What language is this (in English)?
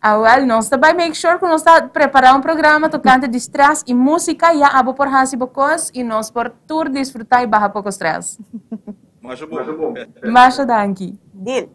Papiamento